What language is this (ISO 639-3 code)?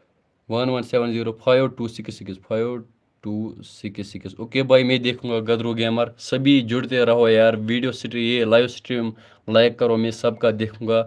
kas